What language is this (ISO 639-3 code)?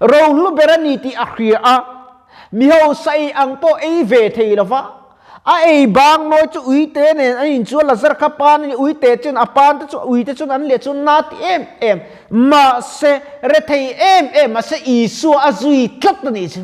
lus